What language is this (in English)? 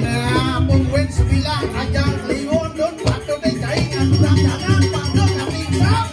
Balinese